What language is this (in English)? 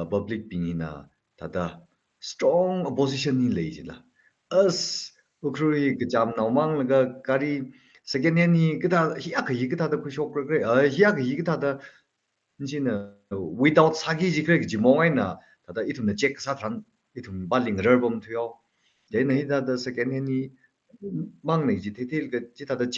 Tangkhul Naga (India)